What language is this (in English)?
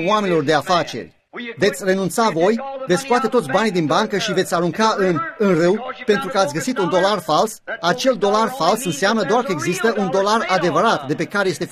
Romanian